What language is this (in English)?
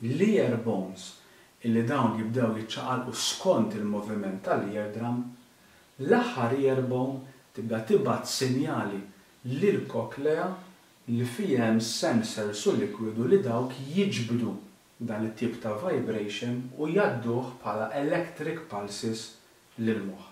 Maltese